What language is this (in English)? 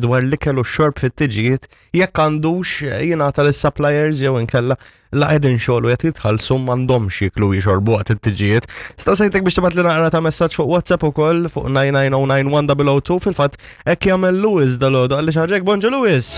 Maltese